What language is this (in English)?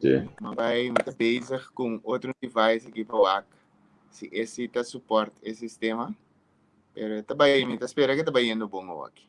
Papiamento